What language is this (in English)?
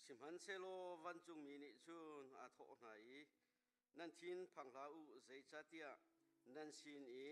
Hakha Chin